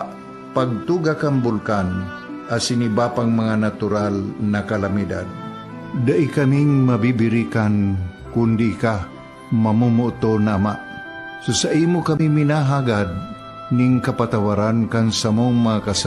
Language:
Bikol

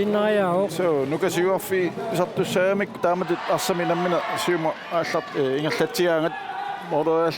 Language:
Kalaallisut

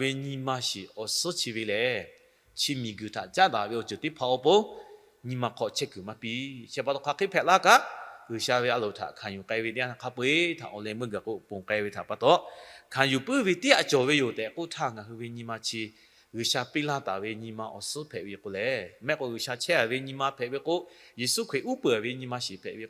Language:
Lahu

